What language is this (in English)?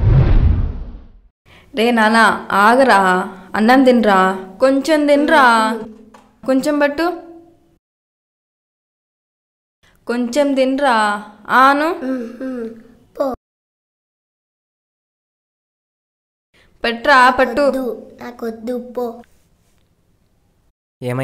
Telugu